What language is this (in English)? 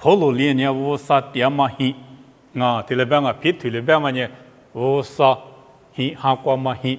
Lisu